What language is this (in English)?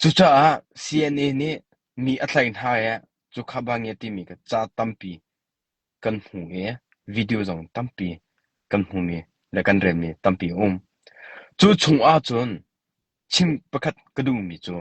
Hakha Chin